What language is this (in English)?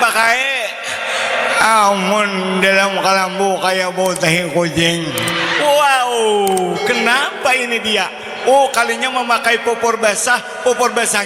Banjar